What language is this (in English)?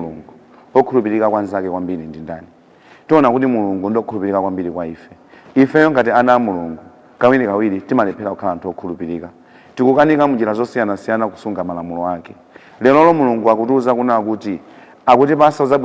Nyanja